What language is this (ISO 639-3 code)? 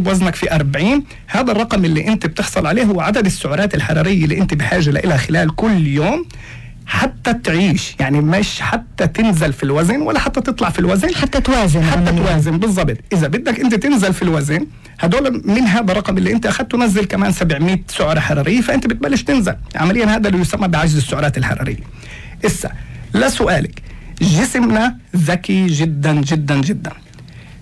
apc